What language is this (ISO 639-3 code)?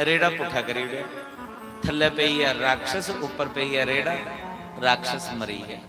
doi